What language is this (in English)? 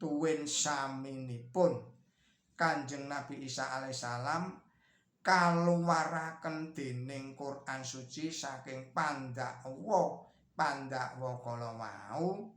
Javanese